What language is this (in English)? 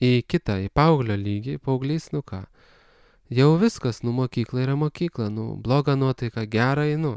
Lithuanian